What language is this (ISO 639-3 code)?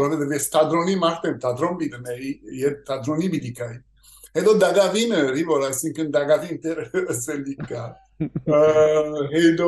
hyw